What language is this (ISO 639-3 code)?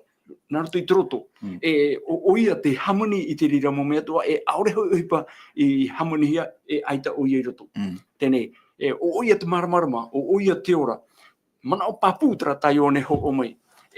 tah